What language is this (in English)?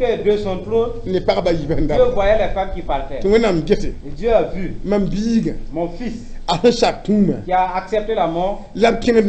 Mossi